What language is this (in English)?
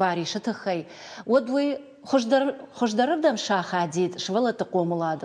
Ossetic